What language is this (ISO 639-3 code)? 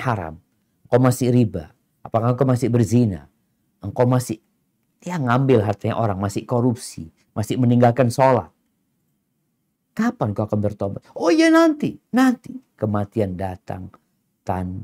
ind